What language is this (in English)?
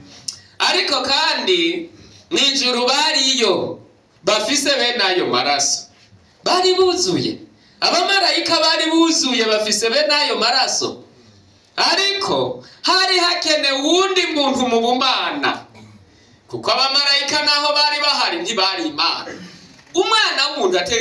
Rundi